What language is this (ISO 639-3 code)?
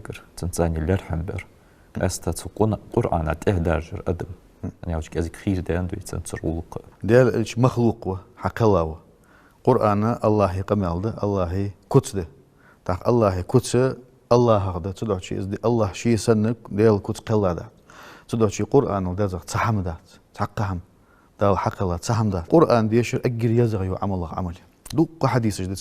inh